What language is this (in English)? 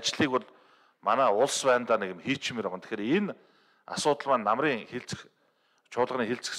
Mongolian